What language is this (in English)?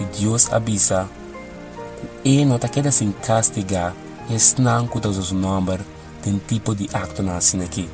Papiamento